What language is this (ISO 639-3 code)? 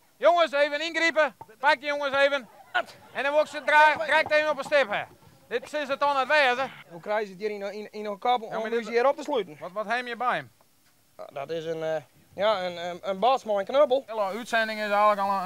fry